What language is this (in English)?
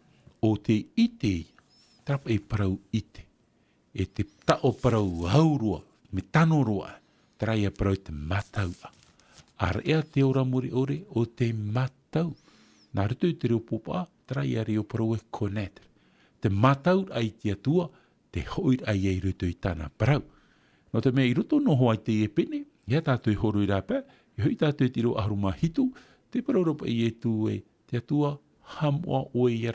Tahitian